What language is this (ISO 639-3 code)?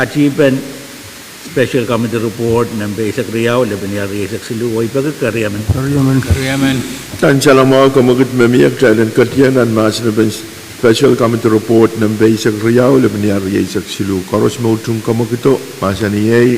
pon